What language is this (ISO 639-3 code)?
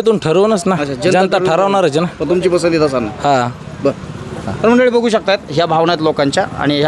mar